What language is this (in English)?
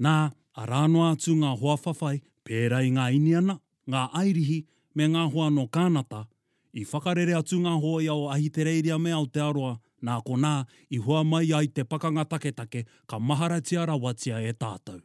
Māori